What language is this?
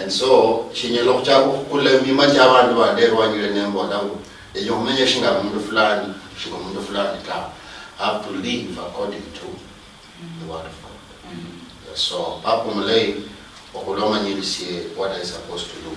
Luyia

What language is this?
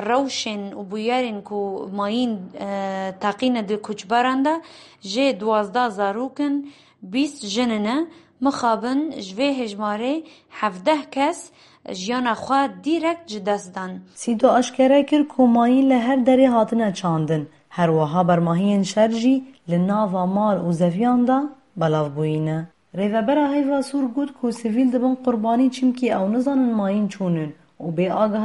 Kurdish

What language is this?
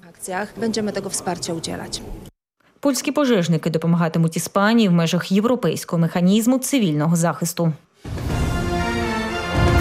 Ukrainian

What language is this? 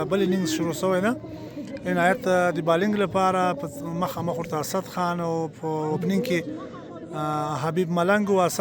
Pashto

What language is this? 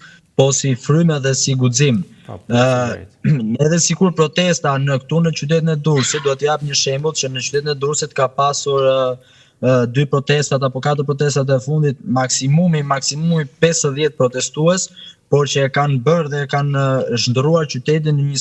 Albanian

